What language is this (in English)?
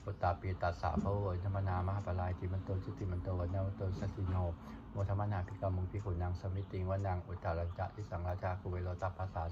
Pali